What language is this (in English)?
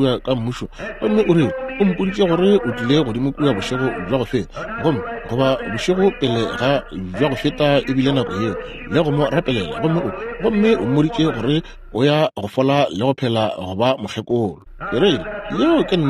Northern Sotho